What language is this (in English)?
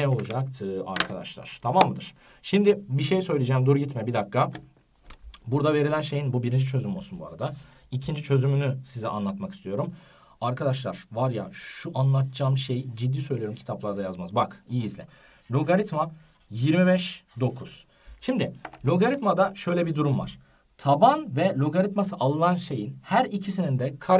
Turkish